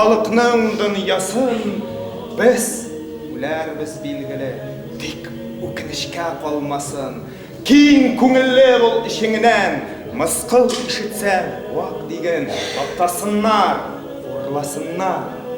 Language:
Tatar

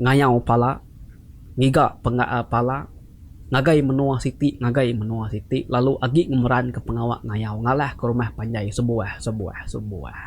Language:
Iban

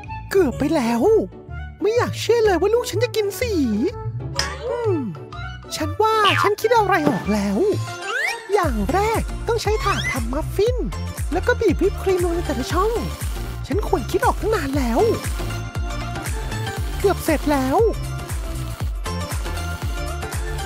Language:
Thai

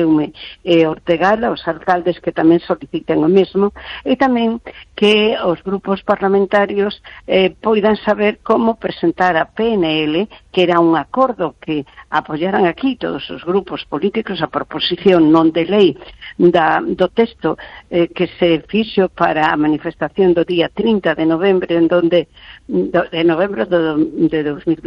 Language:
Galician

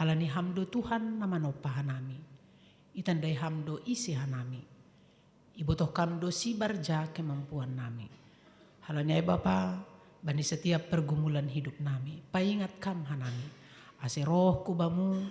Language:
Batak Simalungun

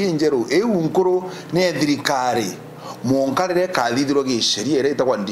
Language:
Meru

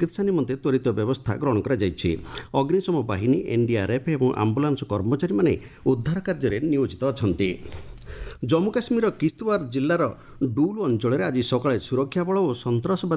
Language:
Odia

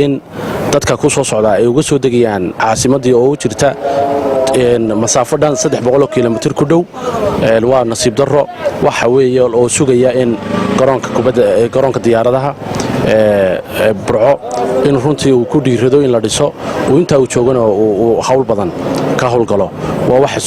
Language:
Somali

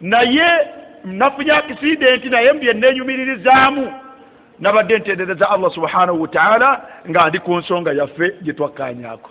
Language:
Ganda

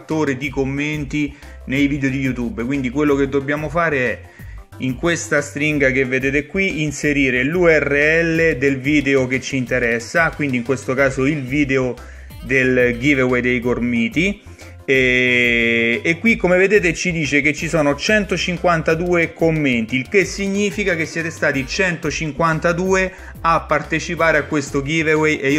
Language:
Italian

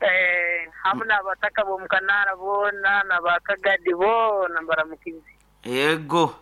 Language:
Nyoro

